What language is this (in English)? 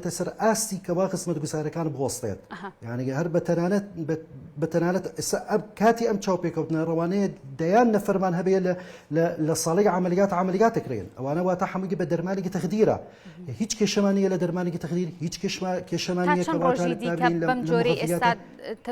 Central Kurdish